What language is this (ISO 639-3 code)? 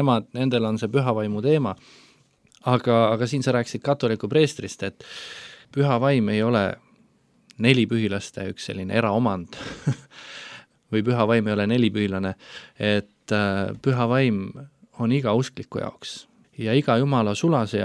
est